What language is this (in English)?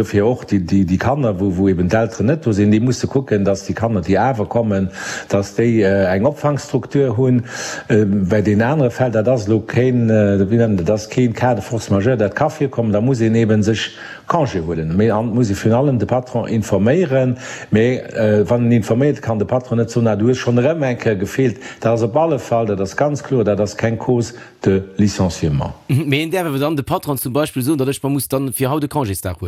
Luxembourgish